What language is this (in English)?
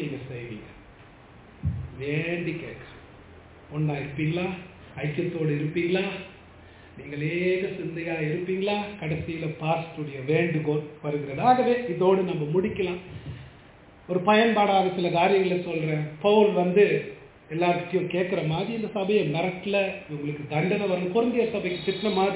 Tamil